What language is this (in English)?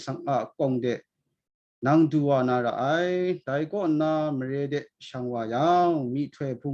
Kachin